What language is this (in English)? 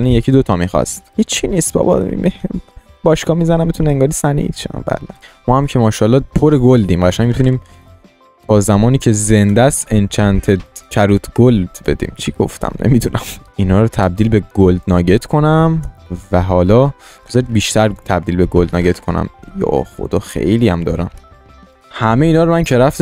Persian